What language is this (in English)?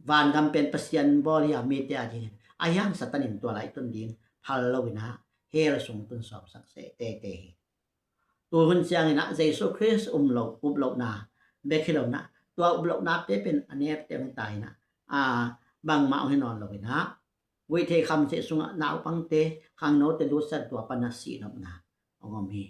Tedim Chin